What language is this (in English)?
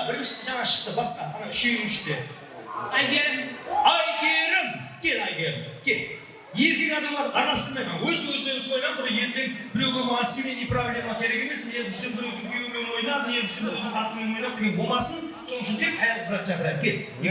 Kara-Kalpak